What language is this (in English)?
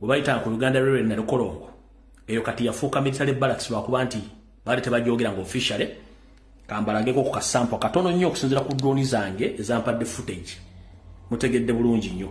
Ganda